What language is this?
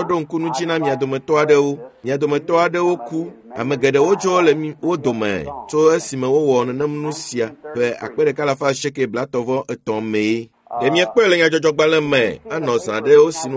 Ewe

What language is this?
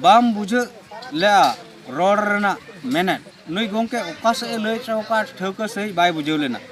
Santali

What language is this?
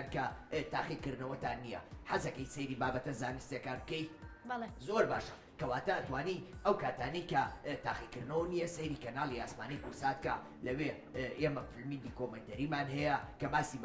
Central Kurdish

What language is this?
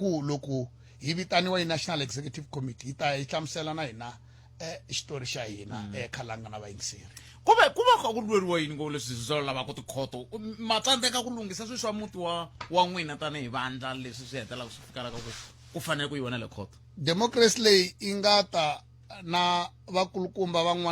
Tsonga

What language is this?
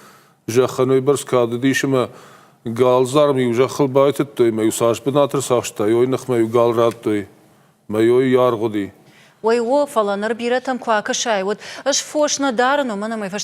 Ossetic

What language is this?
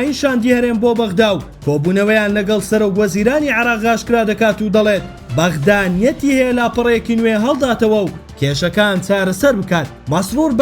Central Kurdish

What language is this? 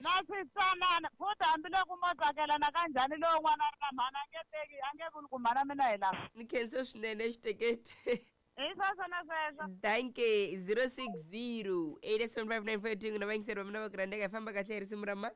Tsonga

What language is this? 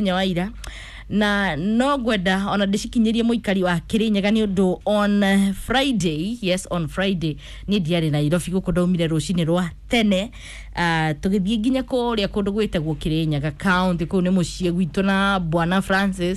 Kikuyu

